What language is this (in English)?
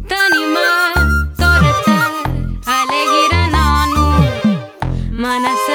Tamil